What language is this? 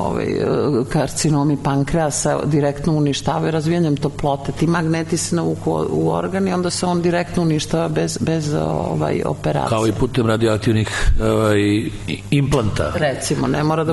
Serbian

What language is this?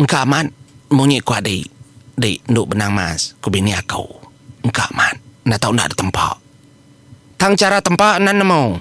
Iban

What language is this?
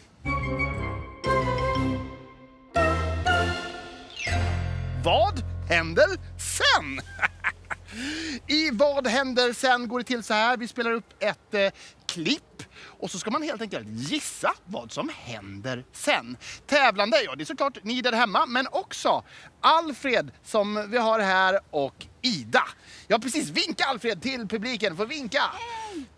Swedish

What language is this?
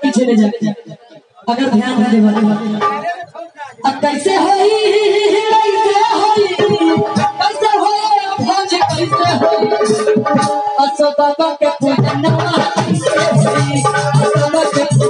Bhojpuri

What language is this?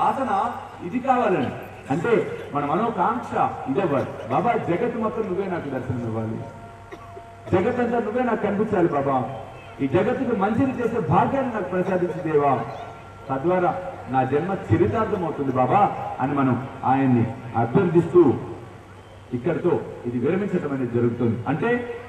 Telugu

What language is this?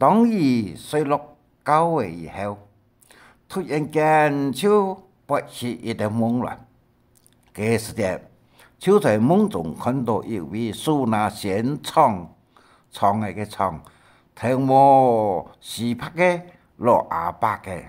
Hakka Chinese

